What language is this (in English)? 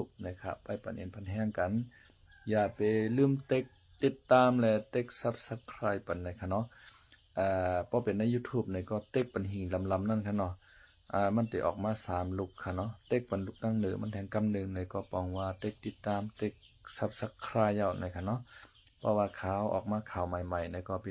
Shan